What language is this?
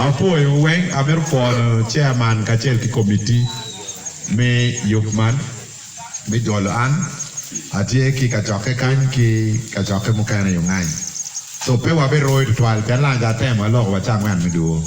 Acoli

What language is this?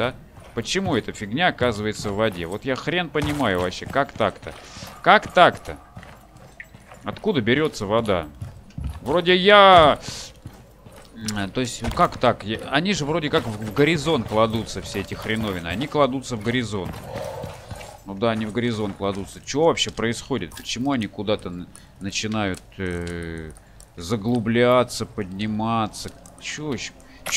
Russian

